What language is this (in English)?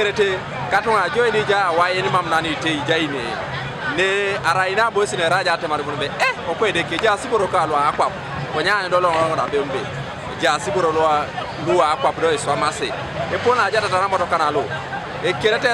Teso